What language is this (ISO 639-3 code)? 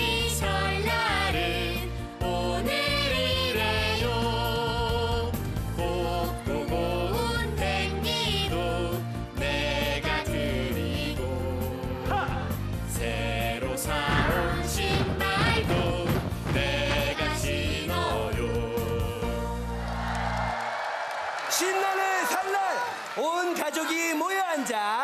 kor